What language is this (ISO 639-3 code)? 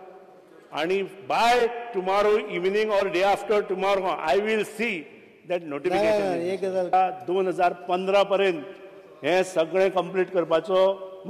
kok